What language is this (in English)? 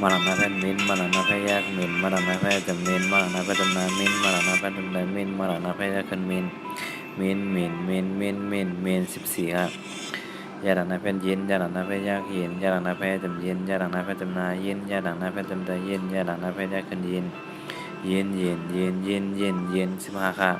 Shan